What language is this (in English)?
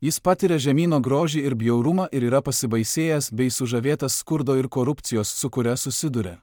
Lithuanian